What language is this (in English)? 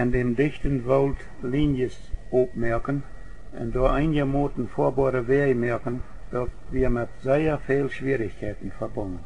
Plautdietsch